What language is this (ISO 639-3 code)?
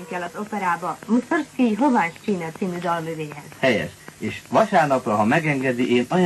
hun